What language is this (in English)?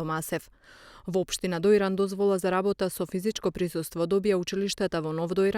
Macedonian